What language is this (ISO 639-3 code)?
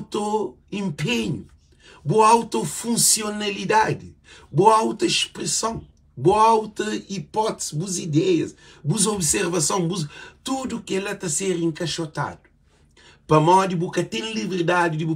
kea